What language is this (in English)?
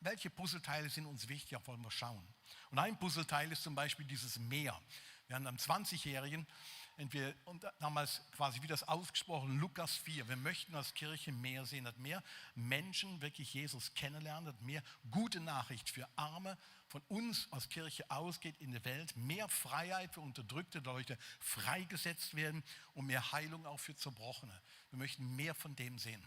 Swiss German